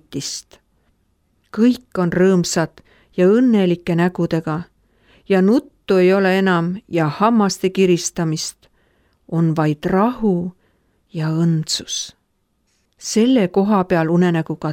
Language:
Estonian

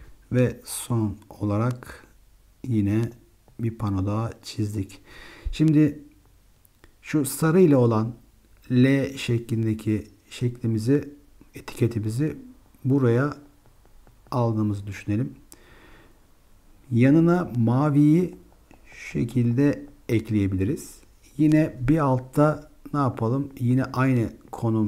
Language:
Turkish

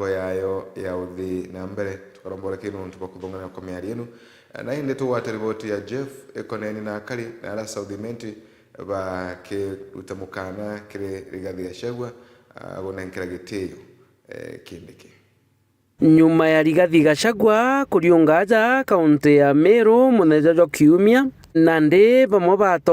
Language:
Meru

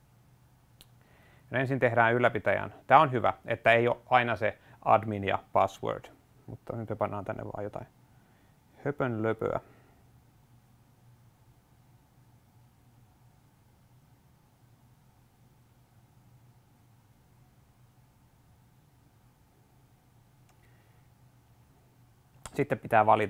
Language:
Finnish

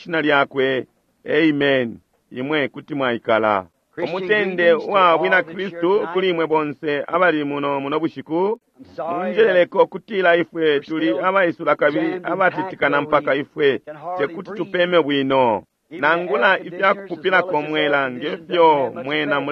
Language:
Bemba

